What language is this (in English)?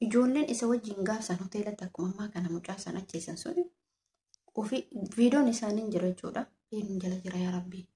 Oromo